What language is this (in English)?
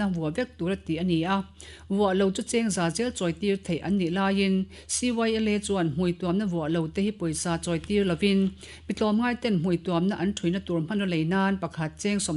Mizo